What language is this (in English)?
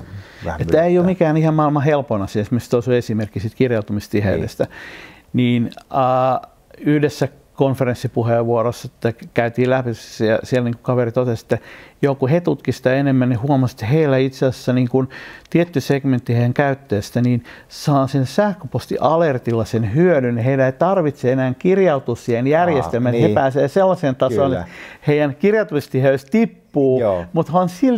Finnish